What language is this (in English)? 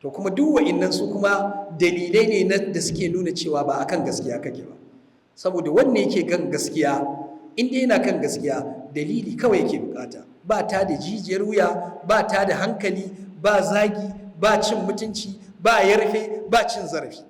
Hausa